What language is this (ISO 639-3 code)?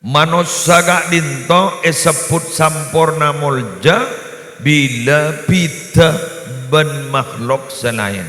mad